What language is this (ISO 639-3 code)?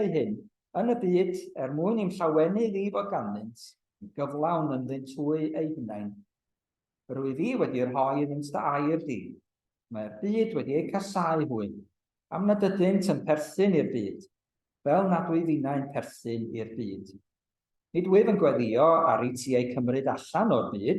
cym